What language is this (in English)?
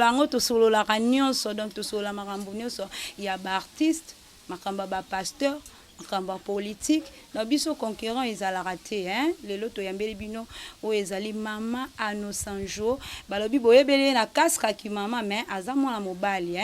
Lingala